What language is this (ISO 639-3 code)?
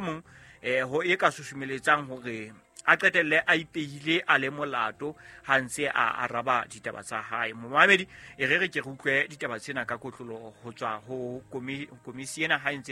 sot